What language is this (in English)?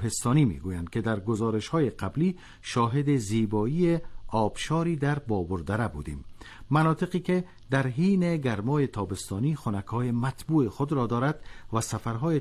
Persian